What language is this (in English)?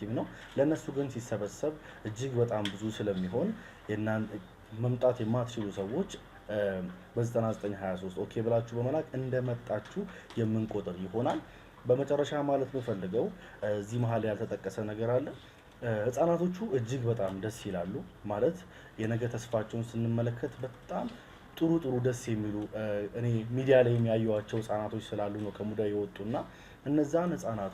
Amharic